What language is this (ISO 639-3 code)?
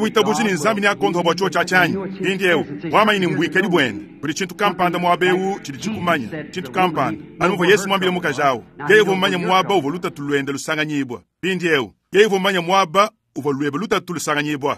lua